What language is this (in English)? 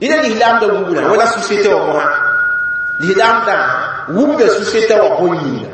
Mossi